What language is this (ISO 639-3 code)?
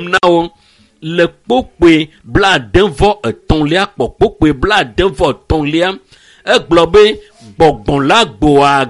ewe